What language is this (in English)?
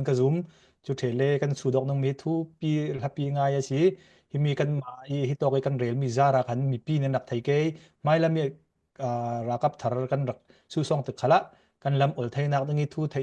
Falam Chin